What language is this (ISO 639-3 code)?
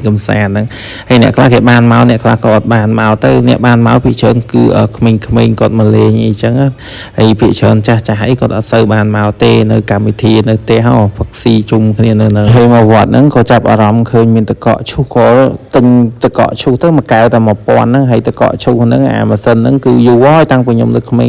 khm